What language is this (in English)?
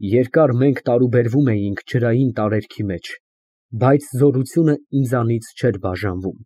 Armenian